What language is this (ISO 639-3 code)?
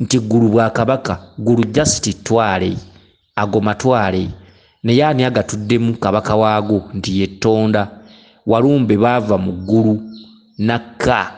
lug